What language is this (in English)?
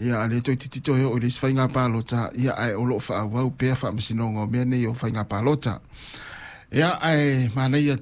Samoan